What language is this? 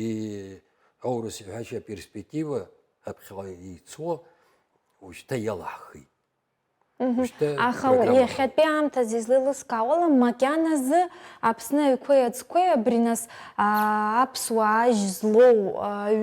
Abkhazian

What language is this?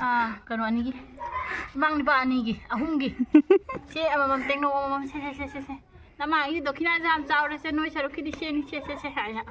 Manipuri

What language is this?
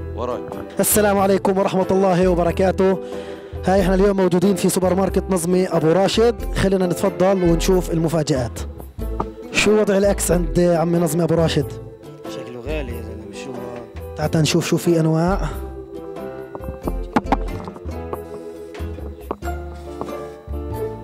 South Levantine Arabic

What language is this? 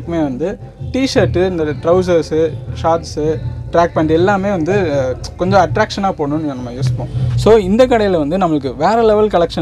Tamil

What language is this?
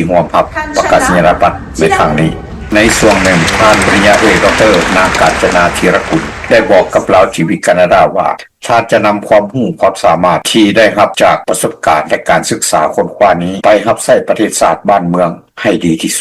Lao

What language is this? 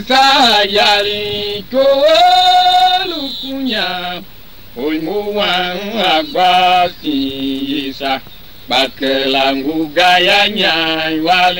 Tiv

